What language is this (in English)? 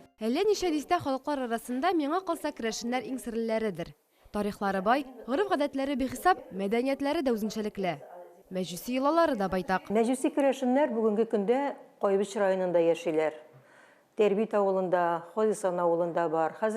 Tatar